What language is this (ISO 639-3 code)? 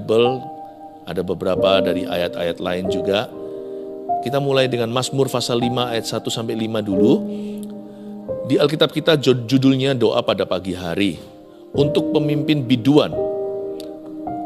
ind